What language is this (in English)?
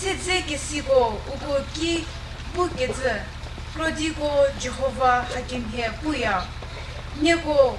Chokri Naga